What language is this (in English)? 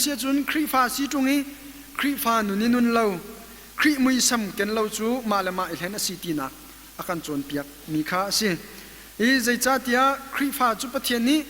Hakha Chin